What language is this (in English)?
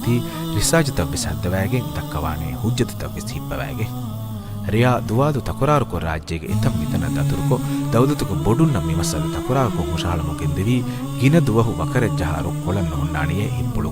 Divehi